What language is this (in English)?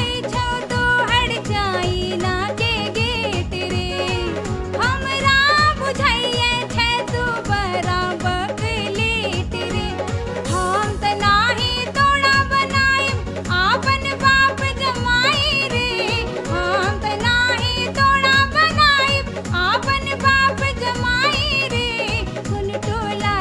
Maithili